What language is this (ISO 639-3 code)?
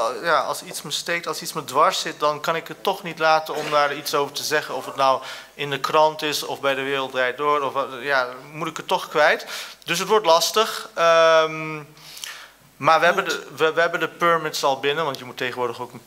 nld